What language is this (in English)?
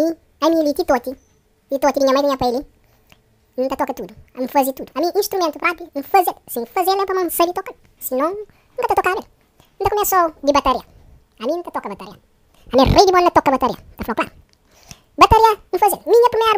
Kabuverdianu